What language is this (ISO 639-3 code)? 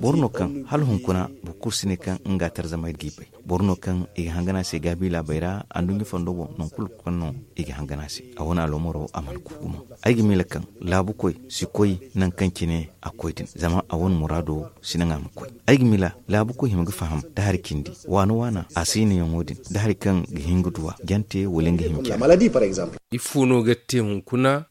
dje